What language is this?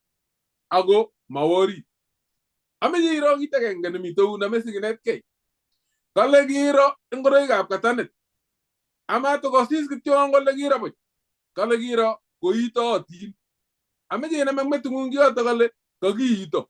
Kalenjin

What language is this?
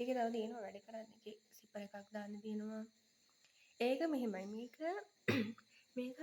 Sinhala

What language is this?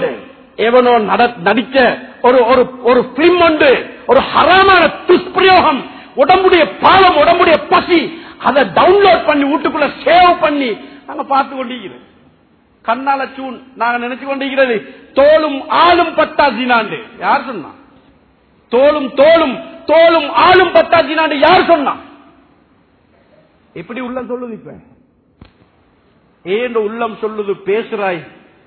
Tamil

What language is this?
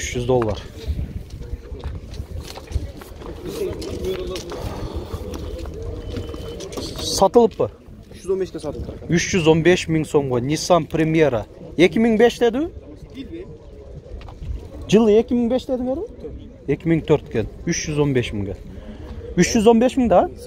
Kyrgyz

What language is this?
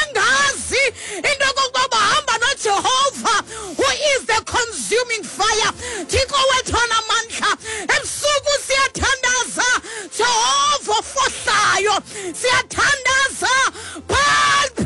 Xhosa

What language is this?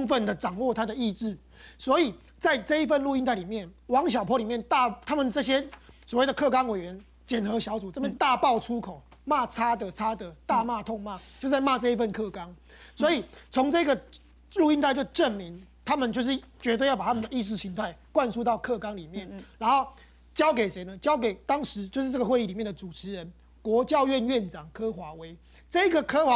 Chinese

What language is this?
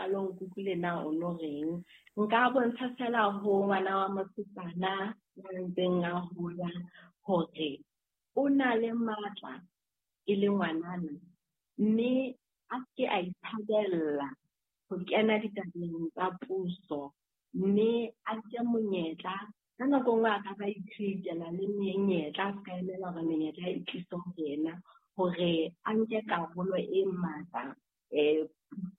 Southern Sotho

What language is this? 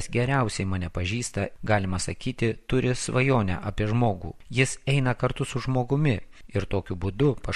Lithuanian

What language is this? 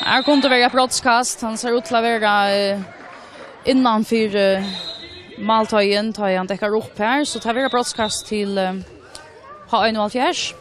Faroese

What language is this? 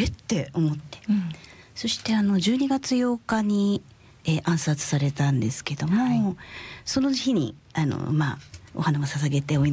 Japanese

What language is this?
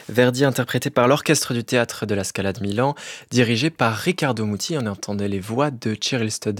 French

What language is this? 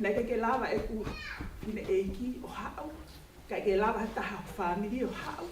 Tongan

